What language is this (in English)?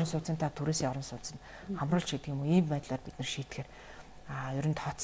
Mongolian